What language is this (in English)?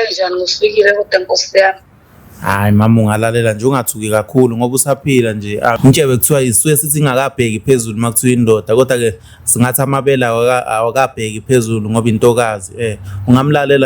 Zulu